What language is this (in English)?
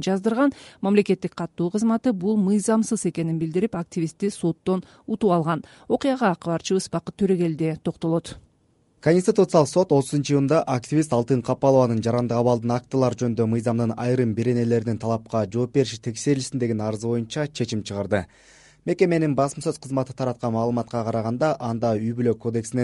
Kyrgyz